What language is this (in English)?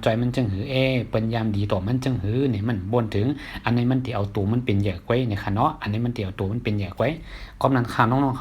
Shan